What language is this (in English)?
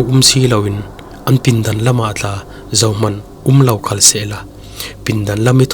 Falam Chin